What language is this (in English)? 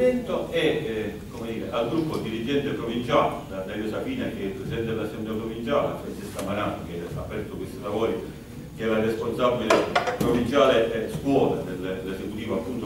Italian